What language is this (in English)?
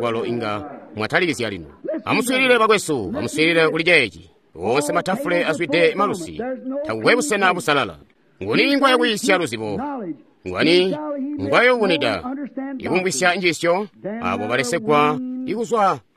Tonga (Zambia)